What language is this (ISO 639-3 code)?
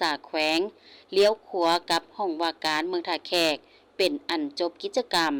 lao